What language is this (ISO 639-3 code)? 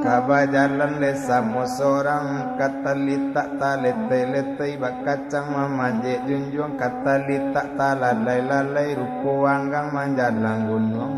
min